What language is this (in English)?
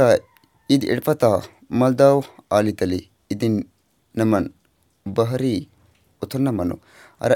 Kurukh